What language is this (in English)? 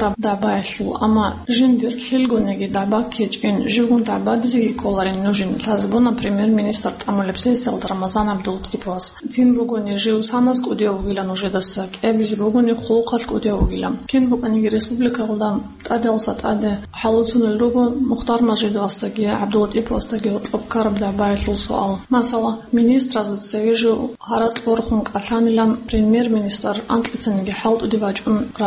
Avaric